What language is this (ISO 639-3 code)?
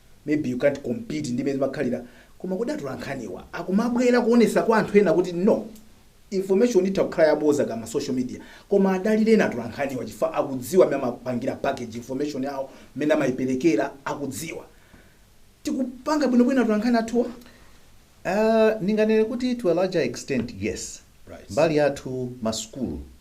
nya